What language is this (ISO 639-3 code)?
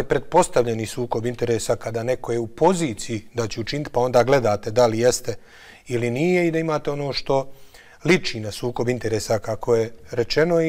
bos